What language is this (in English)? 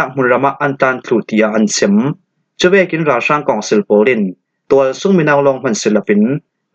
Falam Chin